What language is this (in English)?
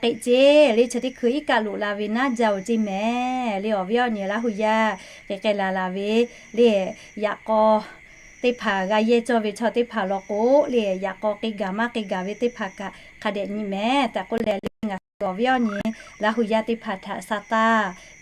Lahu